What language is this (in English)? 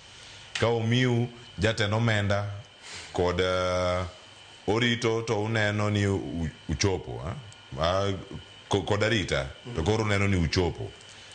Luo (Kenya and Tanzania)